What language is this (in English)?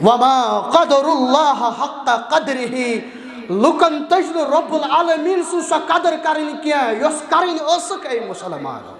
Kashmiri